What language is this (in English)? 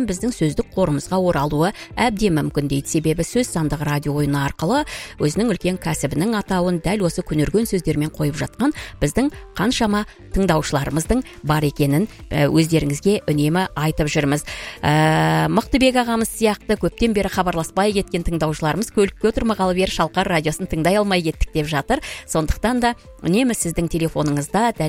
Kazakh